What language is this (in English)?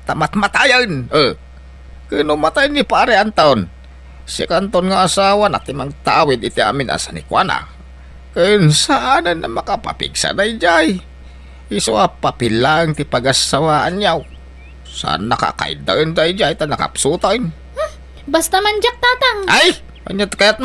Iloko